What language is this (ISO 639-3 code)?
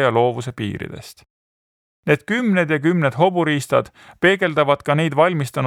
est